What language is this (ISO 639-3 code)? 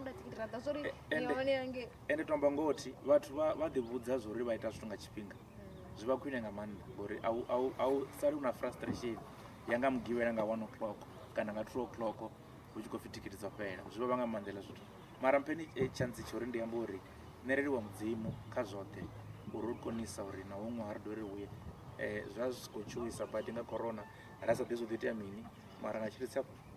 ven